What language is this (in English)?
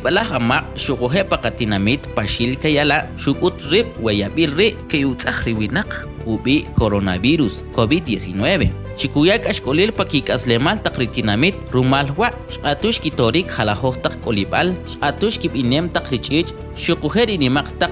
Kʼicheʼ